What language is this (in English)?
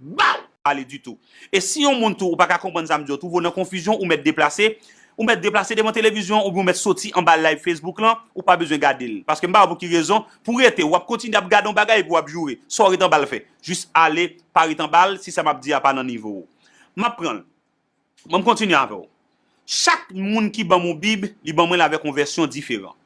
Haitian Creole